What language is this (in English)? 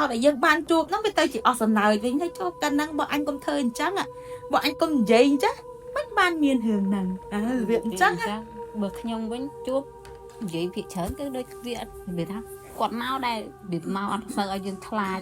Khmer